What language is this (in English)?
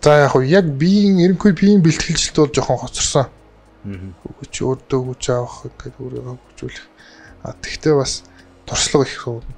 Mongolian